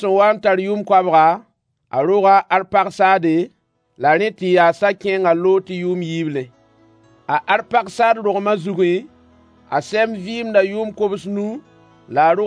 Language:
Mossi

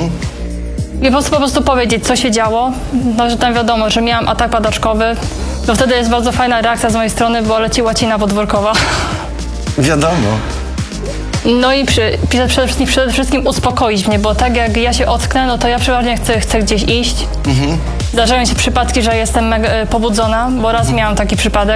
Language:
Polish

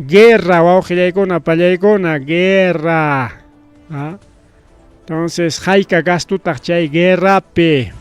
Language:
Ayacucho Quechua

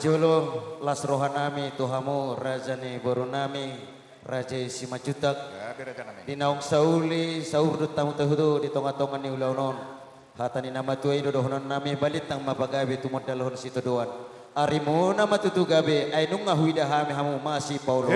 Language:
Batak Toba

